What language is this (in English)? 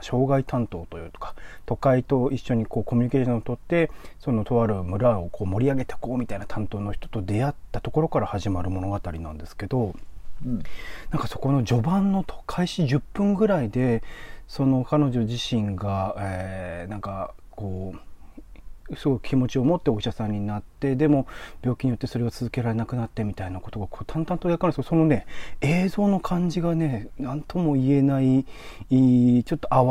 Japanese